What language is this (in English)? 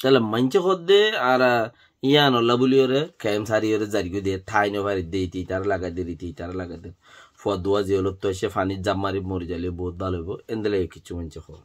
Rohingya